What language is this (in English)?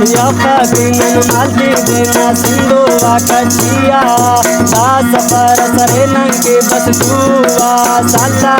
Brahui